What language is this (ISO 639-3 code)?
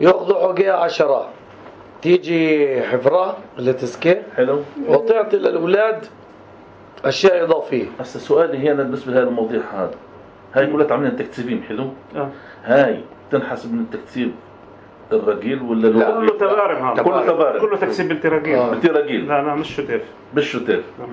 apc